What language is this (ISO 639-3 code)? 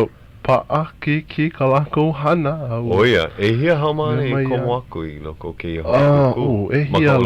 haw